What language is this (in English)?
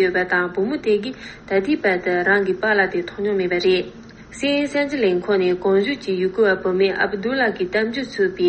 Tibetan